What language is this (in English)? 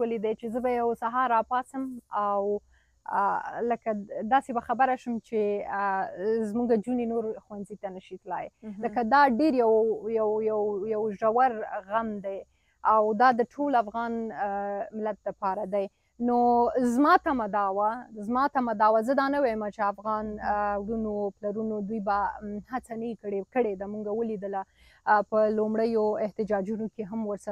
Pashto